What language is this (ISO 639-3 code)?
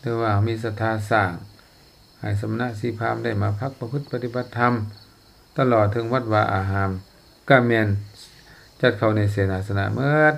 lao